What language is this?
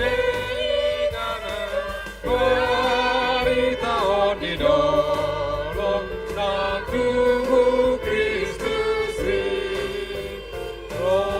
Batak Toba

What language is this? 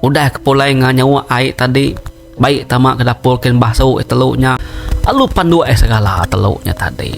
Iban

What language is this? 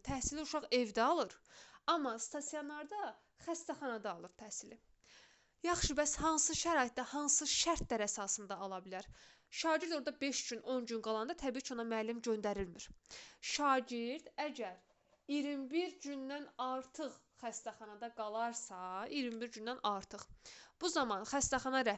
Azerbaijani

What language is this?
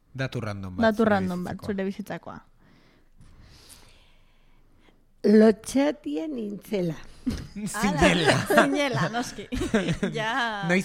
Basque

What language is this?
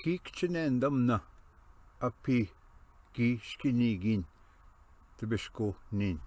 Ojibwa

